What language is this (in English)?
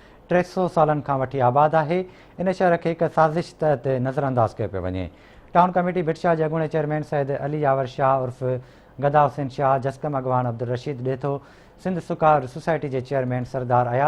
Sindhi